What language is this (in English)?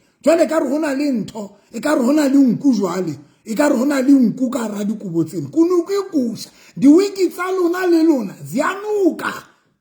Southern Sotho